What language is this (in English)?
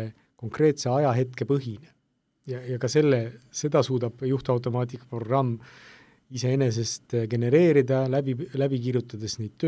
Estonian